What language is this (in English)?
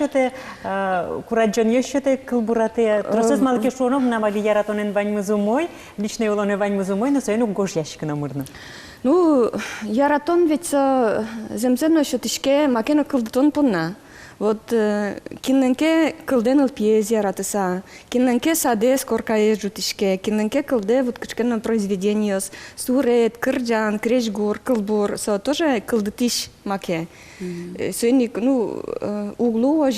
Udmurt